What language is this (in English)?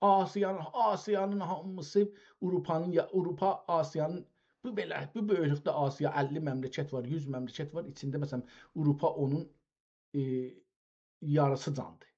South Azerbaijani